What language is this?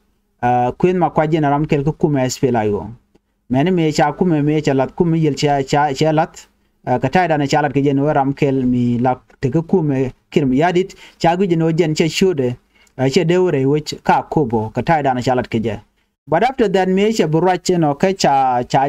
Nuer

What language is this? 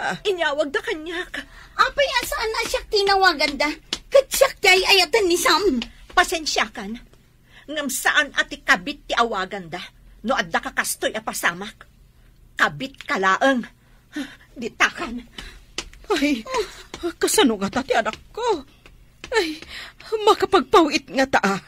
Iloko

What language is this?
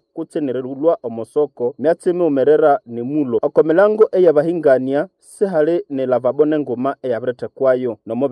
Nande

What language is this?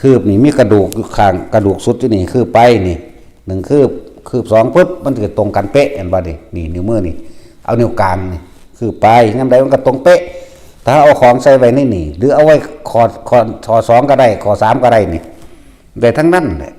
Northeastern Thai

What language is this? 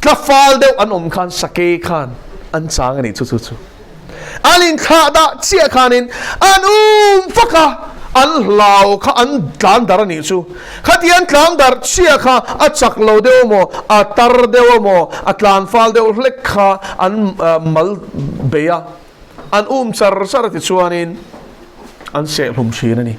Mizo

